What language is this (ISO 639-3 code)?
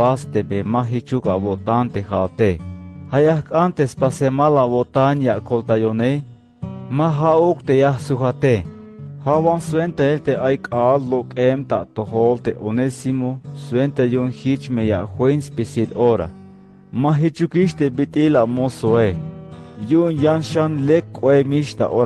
tzh